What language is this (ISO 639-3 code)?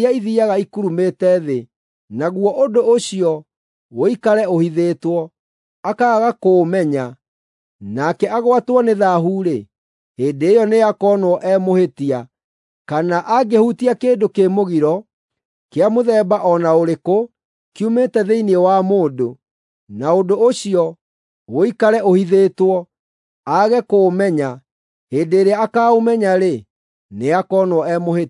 kik